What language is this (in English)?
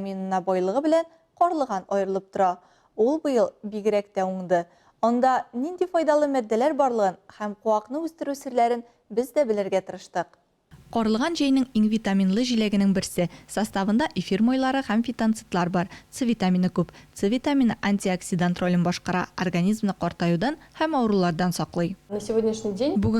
Tatar